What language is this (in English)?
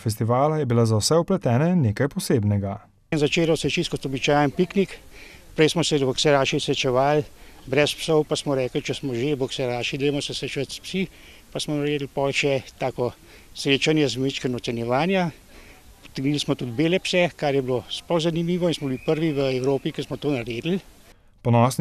Slovenian